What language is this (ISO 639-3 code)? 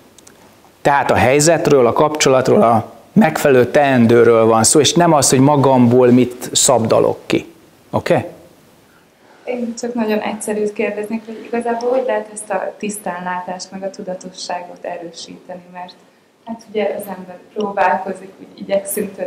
hun